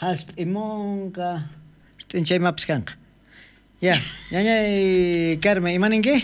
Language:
South Bolivian Quechua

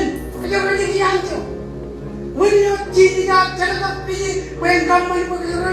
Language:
Marshallese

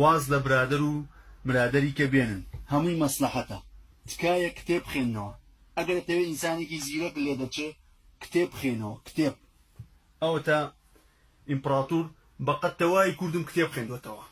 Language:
Central Kurdish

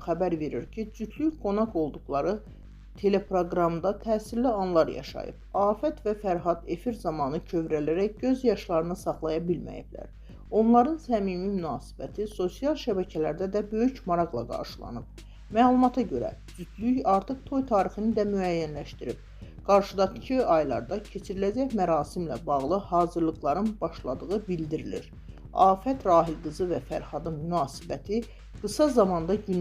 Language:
Azerbaijani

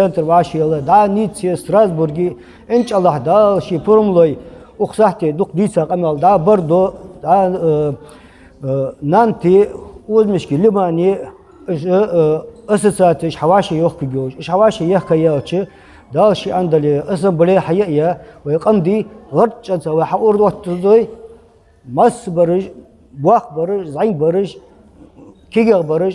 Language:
Ingush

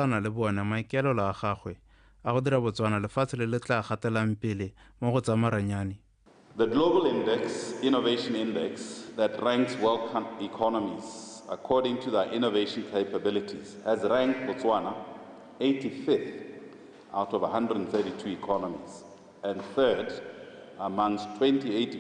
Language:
Tswana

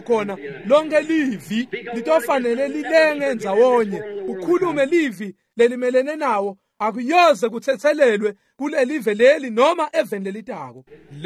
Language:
Swati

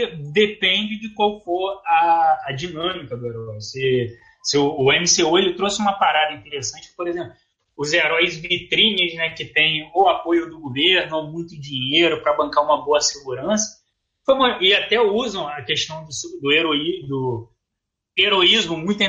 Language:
Portuguese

